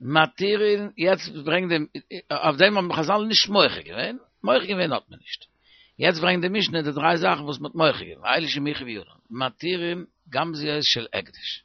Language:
Yiddish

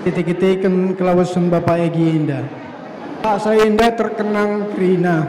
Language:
Batak Karo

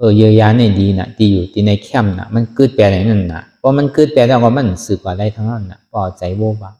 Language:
Shan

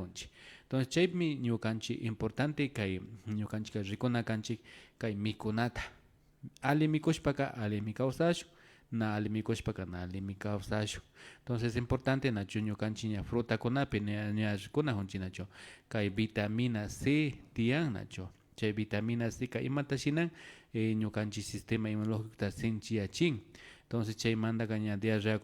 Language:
Imbabura Highland Quichua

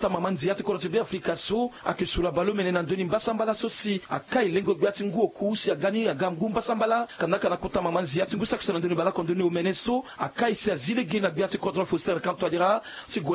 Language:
Sango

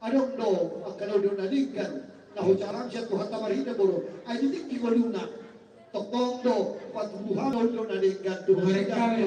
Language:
Batak Toba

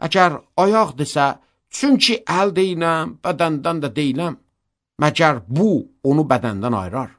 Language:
Azerbaijani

